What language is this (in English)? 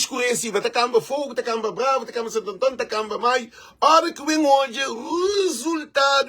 Kabuverdianu